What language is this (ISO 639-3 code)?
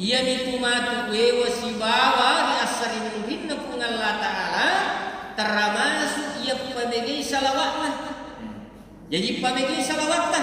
bug